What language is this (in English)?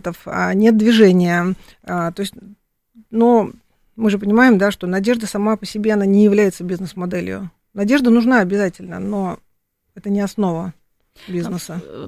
Russian